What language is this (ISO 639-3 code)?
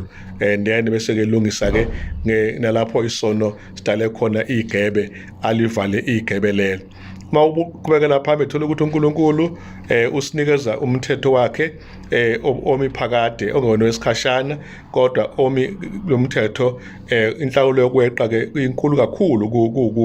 zul